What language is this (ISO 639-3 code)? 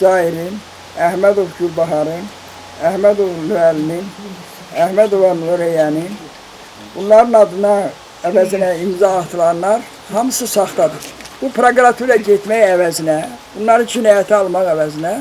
aze